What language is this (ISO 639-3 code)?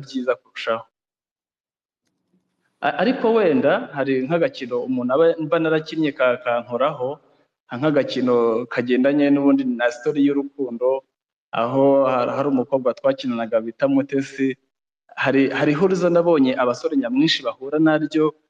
kin